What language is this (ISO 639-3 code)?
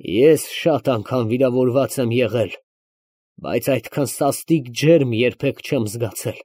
hye